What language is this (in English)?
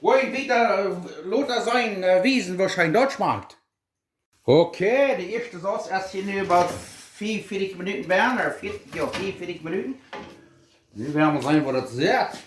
Plautdietsch